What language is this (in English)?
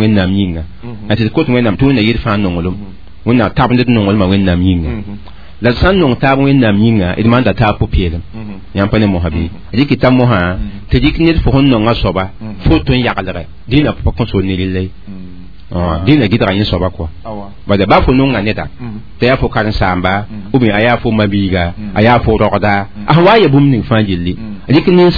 Mossi